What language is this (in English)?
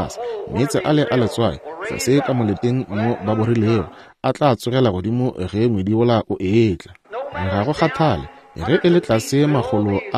Northern Sotho